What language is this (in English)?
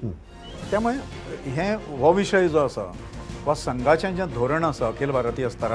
Konkani